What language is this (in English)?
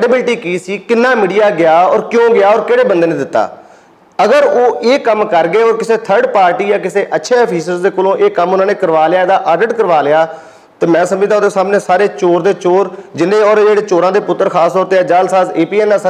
Western Panjabi